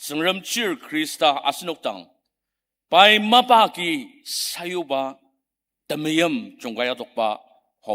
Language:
Ao Naga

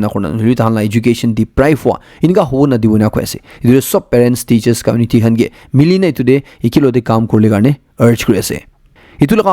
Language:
Naga Pidgin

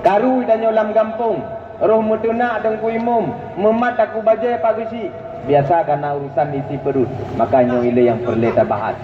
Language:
Achinese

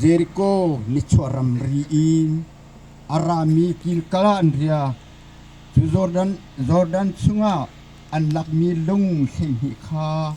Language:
Hakha Chin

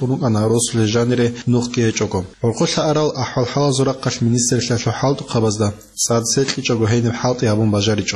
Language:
Avaric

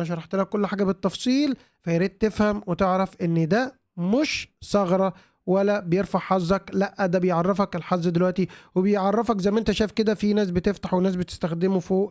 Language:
Egyptian Arabic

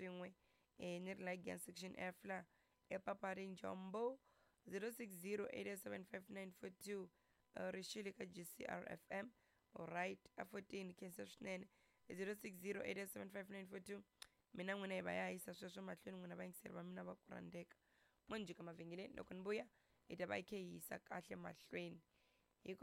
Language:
Tsonga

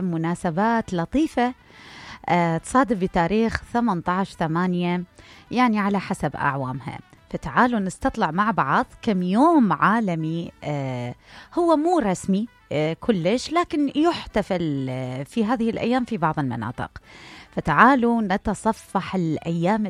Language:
Mesopotamian Arabic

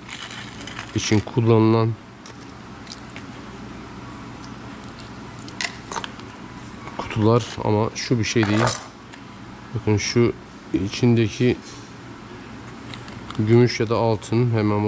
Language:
Turkish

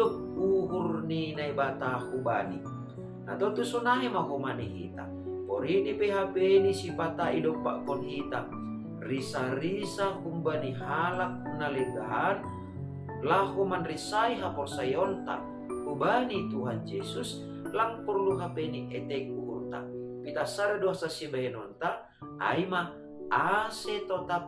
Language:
Batak Simalungun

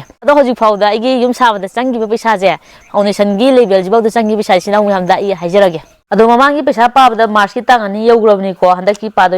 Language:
Manipuri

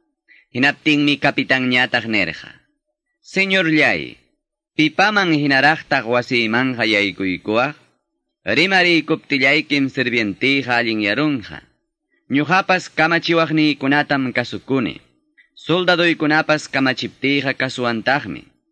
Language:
Quechua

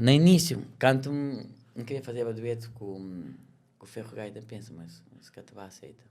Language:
Kabuverdianu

